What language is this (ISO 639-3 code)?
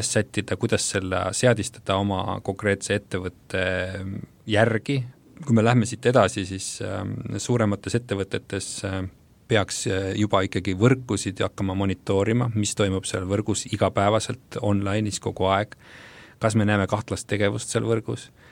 est